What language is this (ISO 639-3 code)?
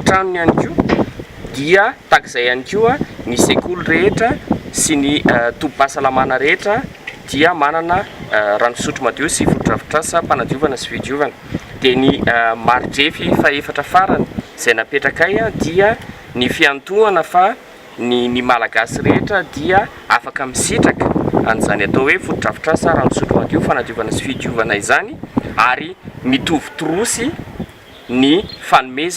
mlg